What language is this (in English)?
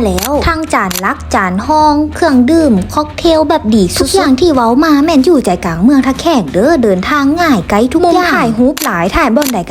Lao